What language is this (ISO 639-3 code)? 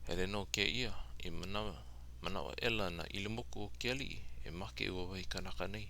haw